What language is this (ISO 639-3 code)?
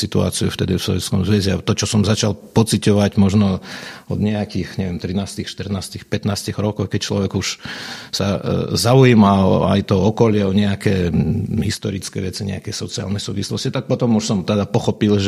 slk